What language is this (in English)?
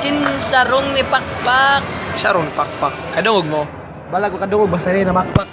Cebuano